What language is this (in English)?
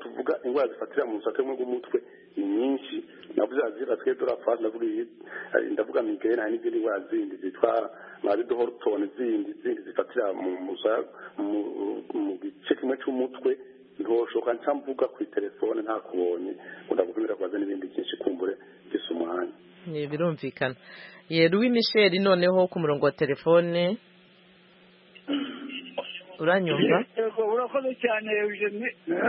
Kinyarwanda